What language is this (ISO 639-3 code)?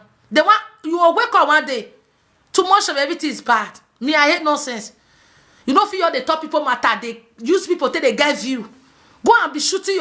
pcm